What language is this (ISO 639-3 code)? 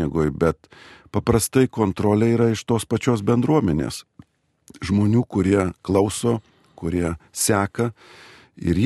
lit